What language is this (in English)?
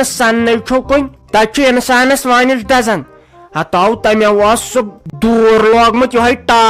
Kashmiri